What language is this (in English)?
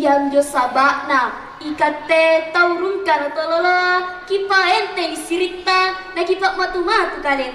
Makasar